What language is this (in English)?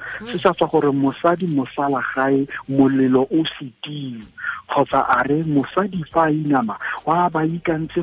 Tswana